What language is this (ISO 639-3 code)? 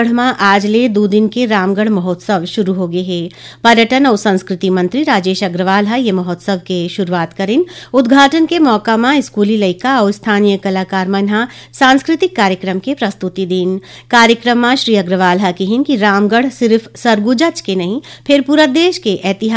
hne